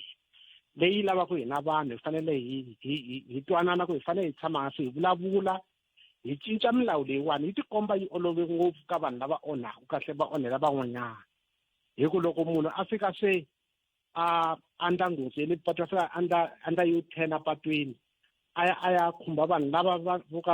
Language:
Tsonga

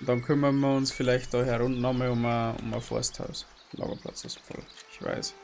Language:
Bavarian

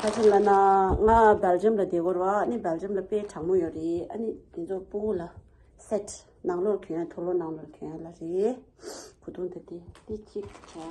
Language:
Tibetan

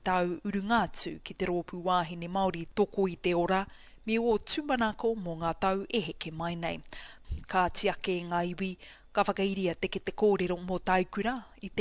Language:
Māori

